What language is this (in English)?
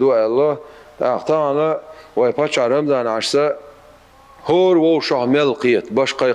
Chechen